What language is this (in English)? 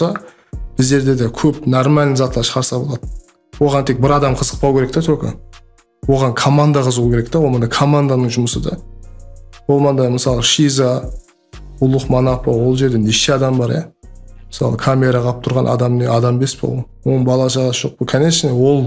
Kara-Kalpak